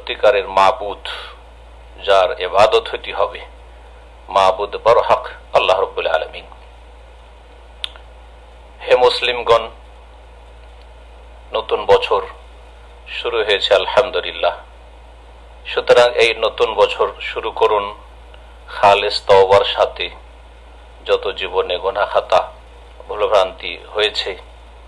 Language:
Bangla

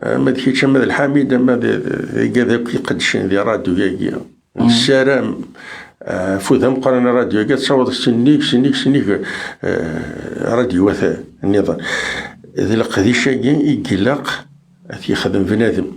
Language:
Kabyle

